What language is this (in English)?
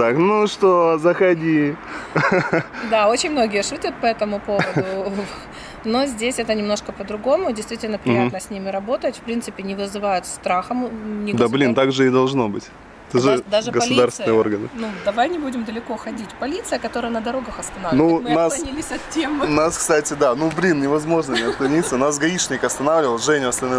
Russian